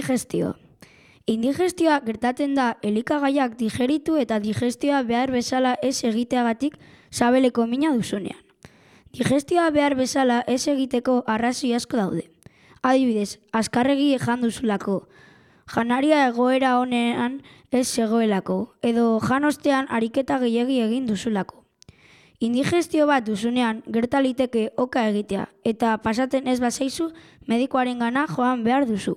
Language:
Basque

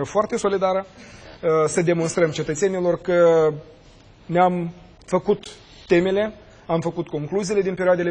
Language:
Romanian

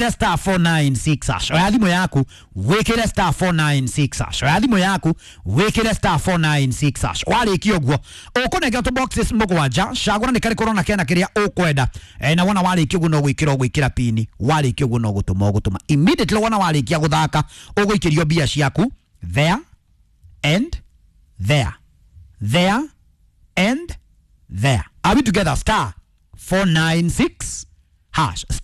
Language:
Kikuyu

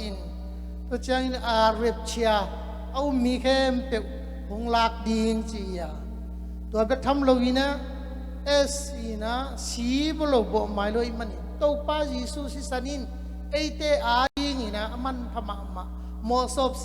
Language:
Tedim Chin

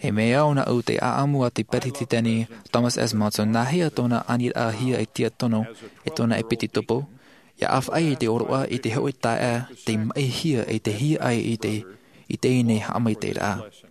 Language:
Tahitian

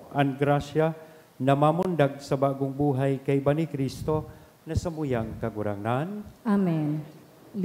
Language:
Bikol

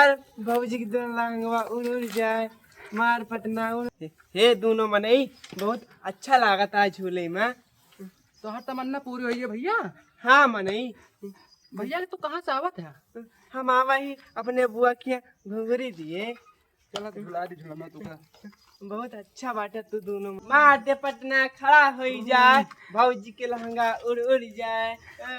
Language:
Awadhi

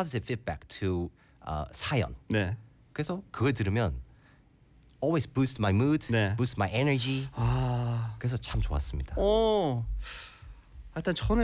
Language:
Korean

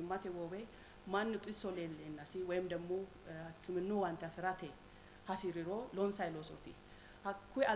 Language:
Sidamo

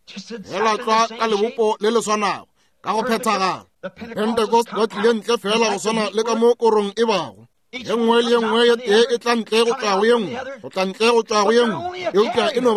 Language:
Northern Sotho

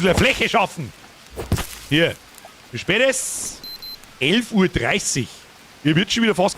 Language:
Bavarian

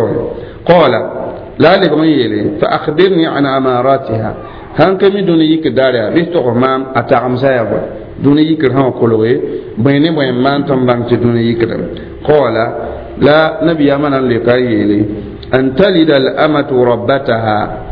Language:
Mossi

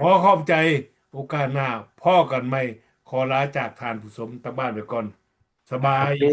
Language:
Lao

